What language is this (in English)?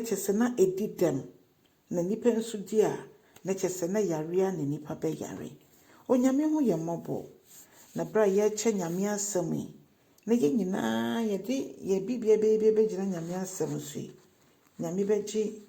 Akan